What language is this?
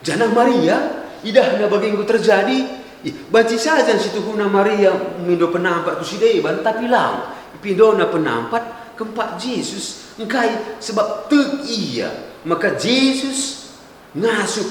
Batak Karo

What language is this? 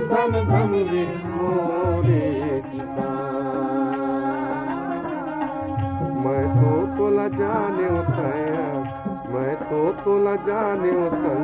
Chhattisgarhi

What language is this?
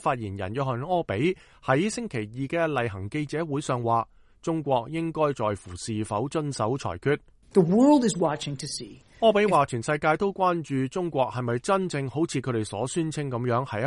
Cantonese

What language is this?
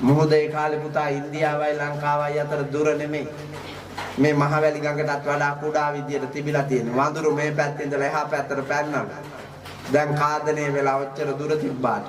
Sinhala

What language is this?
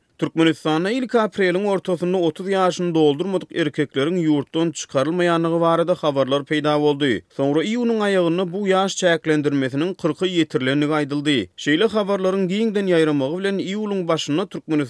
Turkmen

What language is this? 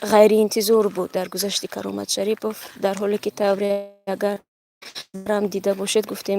Tajik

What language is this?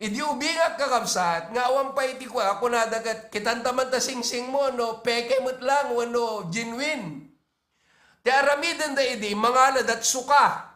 Iloko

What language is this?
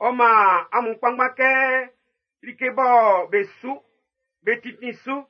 Baoulé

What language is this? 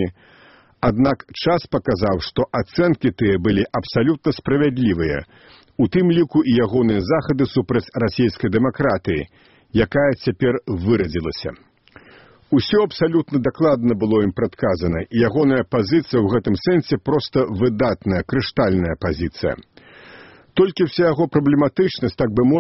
Belarusian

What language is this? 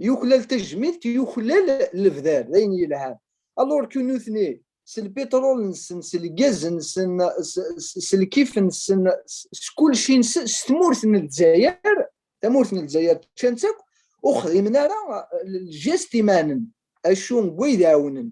Kabyle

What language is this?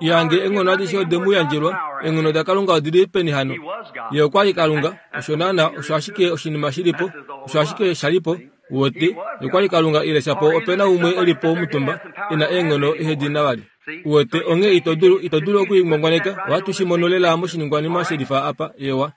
Kuanyama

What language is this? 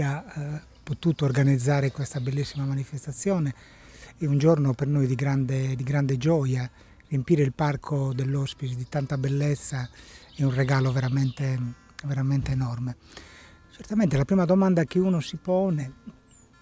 Italian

